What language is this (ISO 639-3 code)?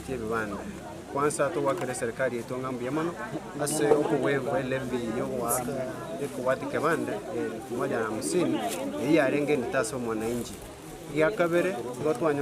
guz